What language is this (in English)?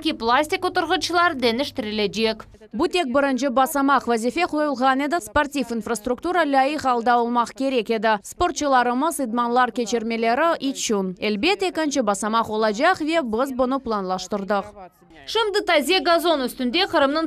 Crimean Tatar